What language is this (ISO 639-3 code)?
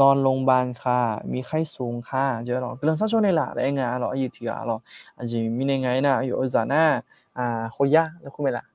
ahk